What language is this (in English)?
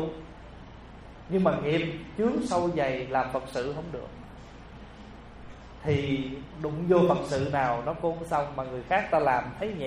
Vietnamese